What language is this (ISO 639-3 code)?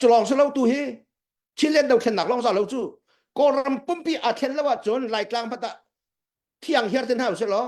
cnh